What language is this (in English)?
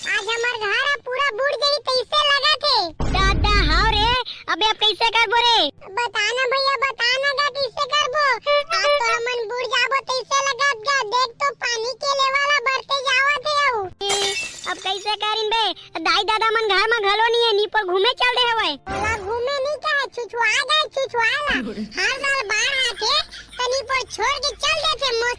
Chhattisgarhi